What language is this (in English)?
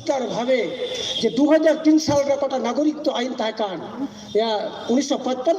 Santali